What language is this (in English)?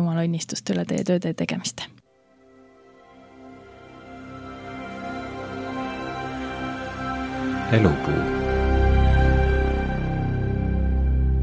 Estonian